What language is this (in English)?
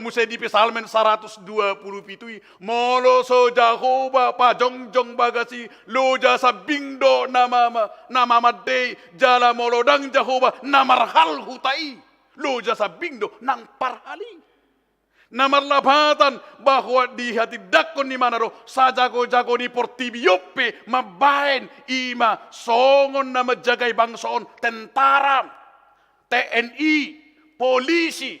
Batak Toba